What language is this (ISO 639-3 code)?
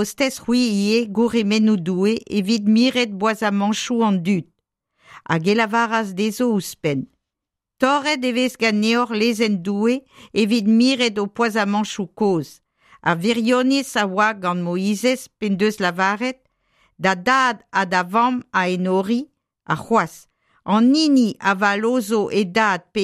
bre